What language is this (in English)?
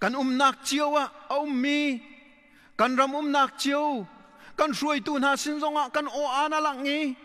Hakha Chin